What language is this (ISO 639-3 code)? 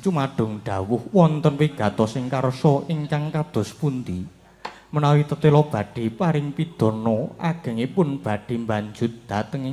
jav